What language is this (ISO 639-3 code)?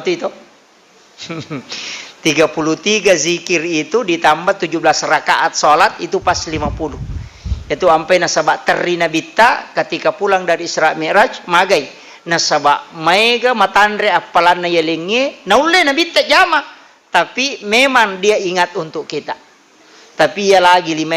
bug